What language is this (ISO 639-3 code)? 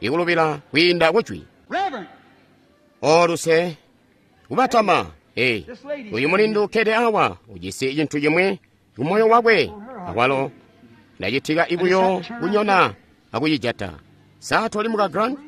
toi